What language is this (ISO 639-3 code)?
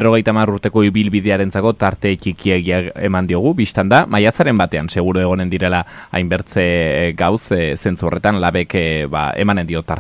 eus